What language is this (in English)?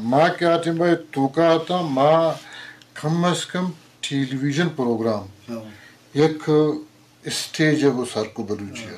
Eastern Balochi